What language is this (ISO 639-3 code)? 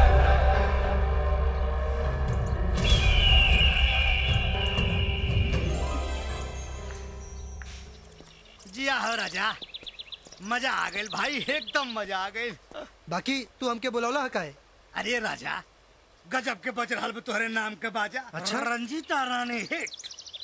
bho